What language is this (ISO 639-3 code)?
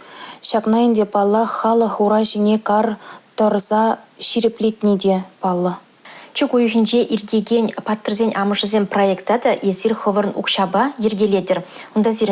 chv